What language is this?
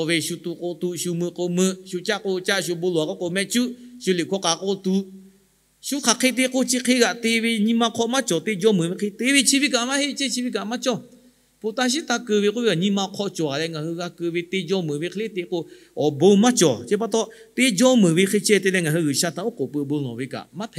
Lahu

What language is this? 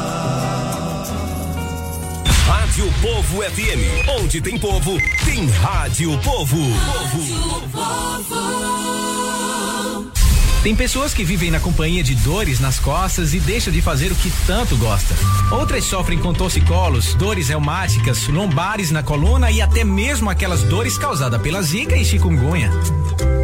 Portuguese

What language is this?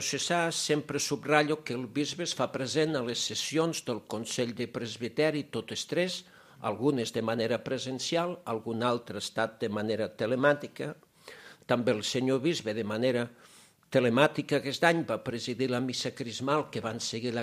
Catalan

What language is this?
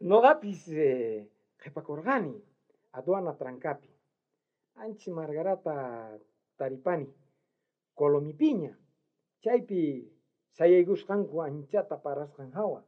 South Bolivian Quechua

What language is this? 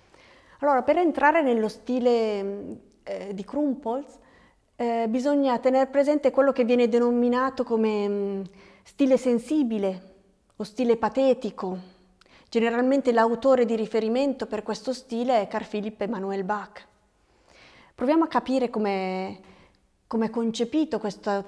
Italian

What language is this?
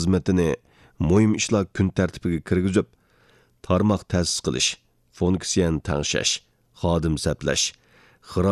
Uyghur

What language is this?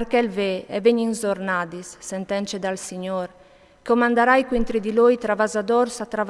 Friulian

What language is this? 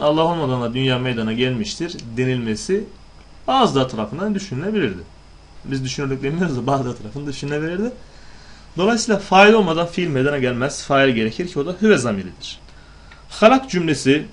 Turkish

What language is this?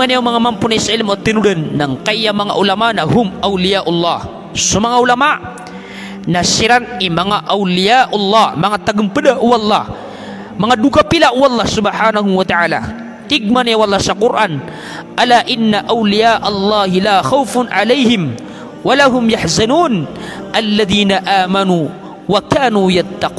Maranao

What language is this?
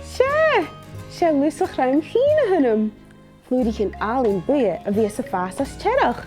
Scottish Gaelic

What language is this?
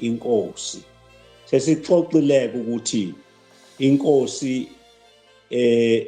Zulu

